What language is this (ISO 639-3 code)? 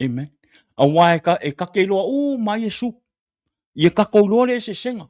smo